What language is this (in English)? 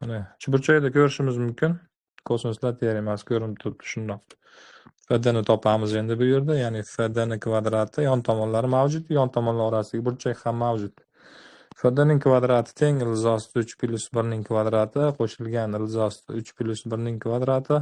Uzbek